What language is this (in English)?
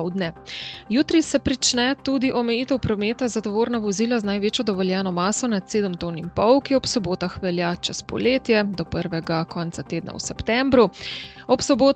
Slovenian